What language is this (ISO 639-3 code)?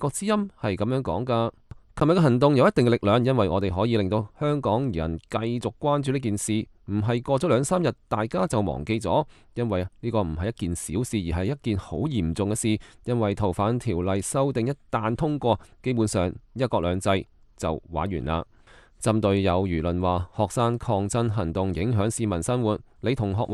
yue